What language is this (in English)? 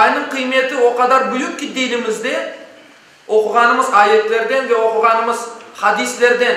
Crimean Tatar